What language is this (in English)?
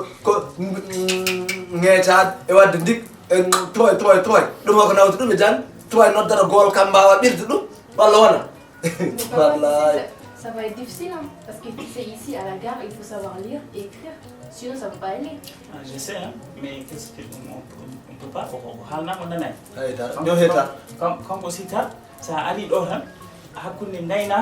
Fula